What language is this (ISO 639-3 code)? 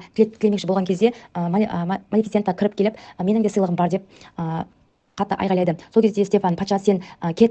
kaz